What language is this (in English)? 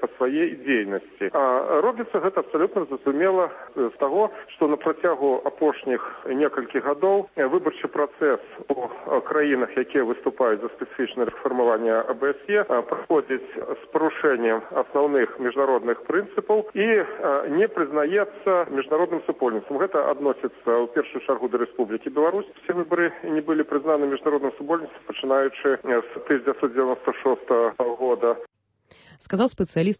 Belarusian